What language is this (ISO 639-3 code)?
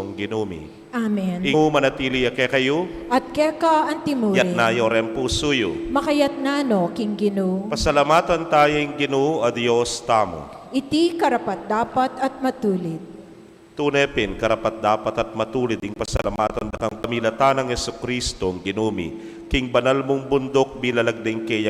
pam